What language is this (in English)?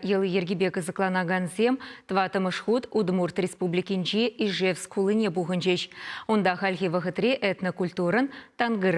Chuvash